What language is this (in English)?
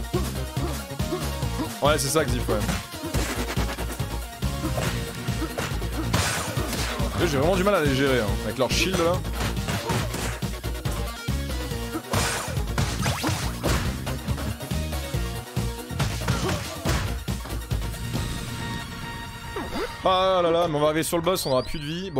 French